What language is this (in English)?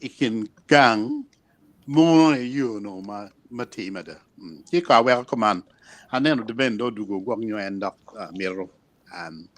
Acoli